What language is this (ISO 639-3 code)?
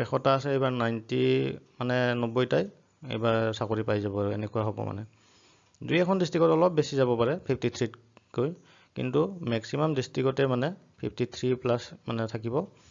asm